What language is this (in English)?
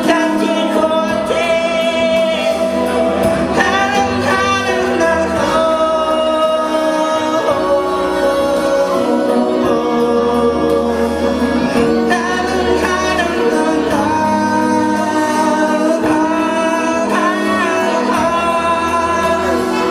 Italian